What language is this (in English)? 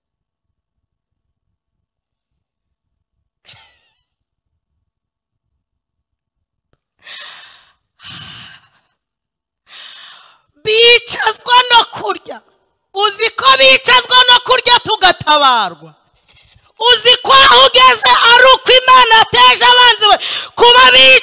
Kinyarwanda